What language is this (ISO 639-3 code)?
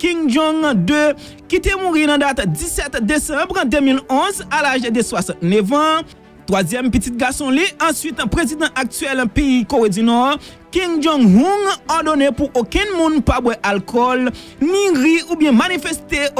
hat